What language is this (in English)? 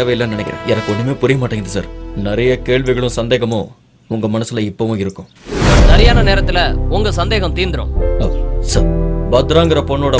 Tamil